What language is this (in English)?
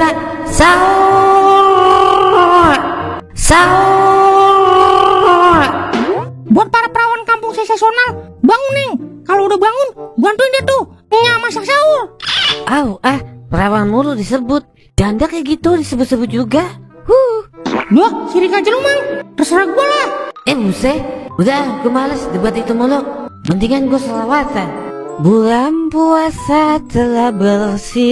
Betawi